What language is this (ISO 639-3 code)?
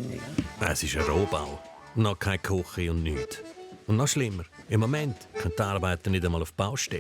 gsw